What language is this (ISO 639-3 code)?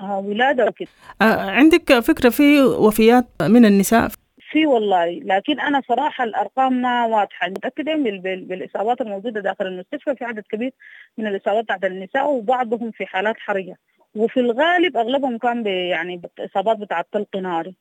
apd